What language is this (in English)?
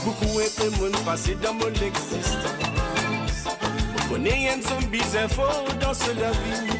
Morisyen